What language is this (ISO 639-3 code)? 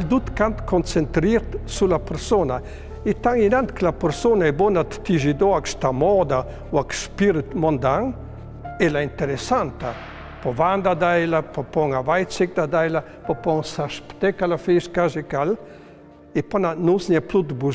lld